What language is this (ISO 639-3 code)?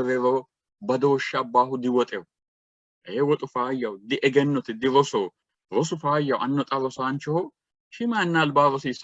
sid